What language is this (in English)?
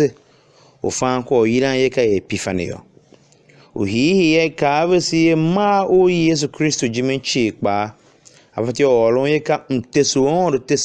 Tiv